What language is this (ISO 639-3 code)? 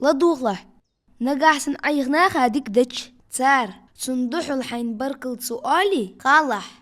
inh